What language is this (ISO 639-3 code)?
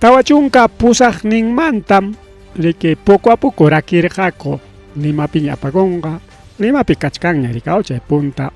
quy